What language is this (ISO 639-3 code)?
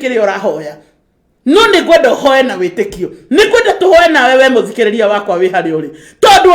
kik